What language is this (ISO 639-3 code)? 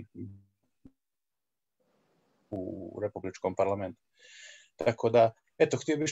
srp